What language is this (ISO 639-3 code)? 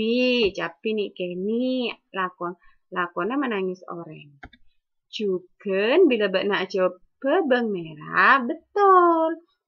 mad